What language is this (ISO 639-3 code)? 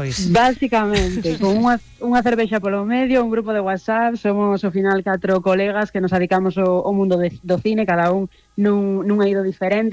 glg